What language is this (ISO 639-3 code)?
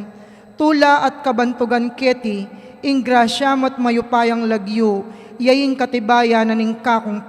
pam